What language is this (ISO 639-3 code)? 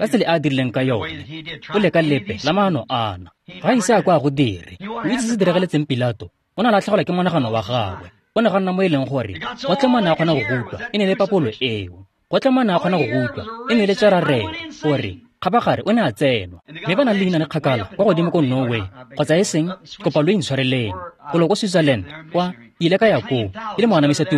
tsn